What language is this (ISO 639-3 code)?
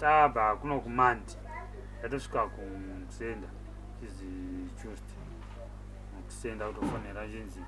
sna